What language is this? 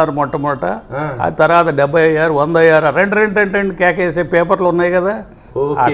Telugu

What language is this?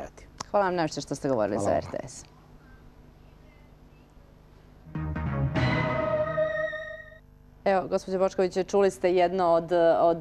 Serbian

